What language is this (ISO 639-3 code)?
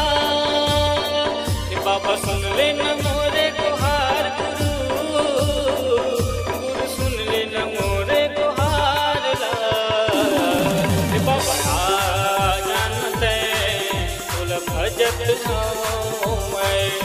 hne